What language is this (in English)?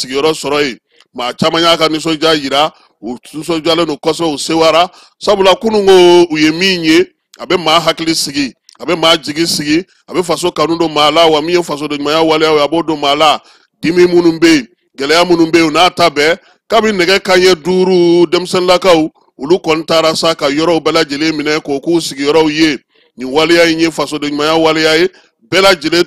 Bambara